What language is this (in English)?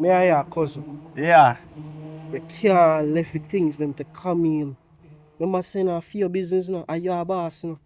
Jamaican Creole English